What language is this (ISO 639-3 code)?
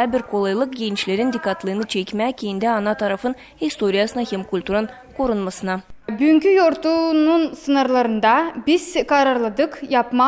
gag